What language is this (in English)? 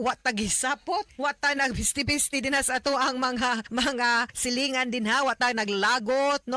Cebuano